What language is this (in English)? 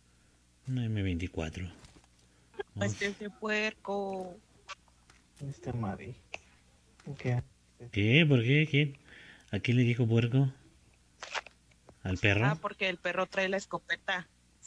Spanish